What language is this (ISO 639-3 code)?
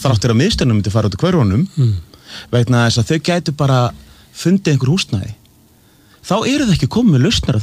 isl